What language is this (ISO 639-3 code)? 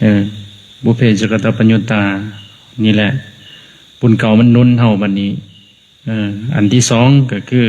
lao